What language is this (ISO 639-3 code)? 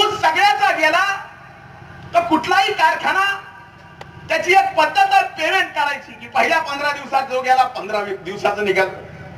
mar